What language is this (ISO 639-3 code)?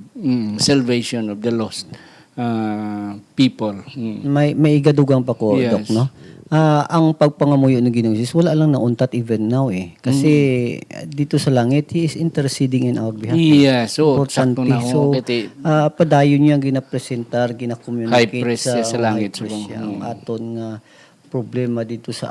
hil